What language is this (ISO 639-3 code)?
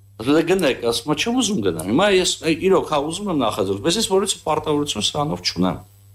hye